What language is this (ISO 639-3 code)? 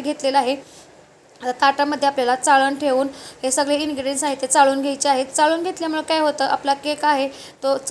mar